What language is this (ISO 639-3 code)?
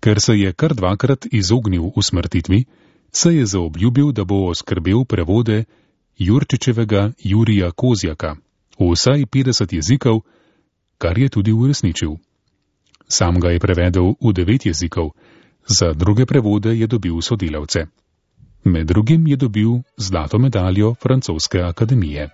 slv